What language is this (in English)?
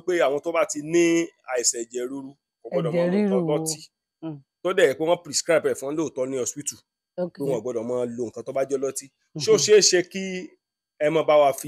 Yoruba